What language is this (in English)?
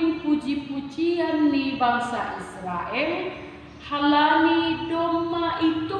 Batak Simalungun